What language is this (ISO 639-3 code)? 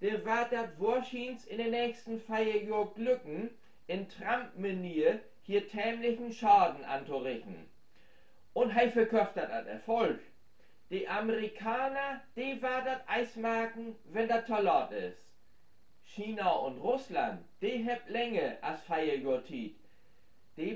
nds